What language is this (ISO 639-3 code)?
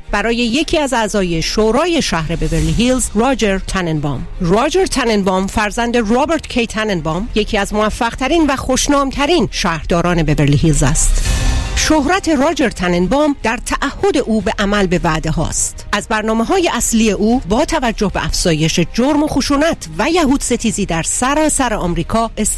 fas